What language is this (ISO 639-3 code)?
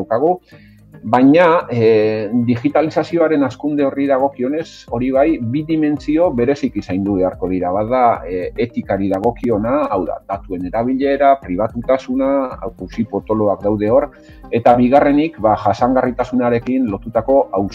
eus